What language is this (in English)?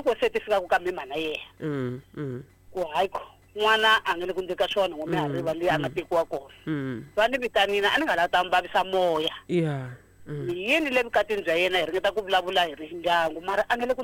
Tsonga